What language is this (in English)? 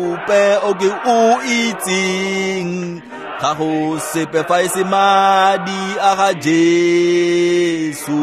Tswana